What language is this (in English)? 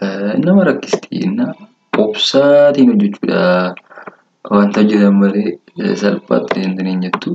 Oromo